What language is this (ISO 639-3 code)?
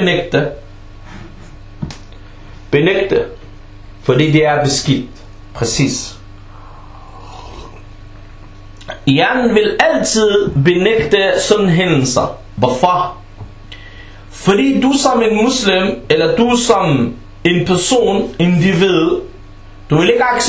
dan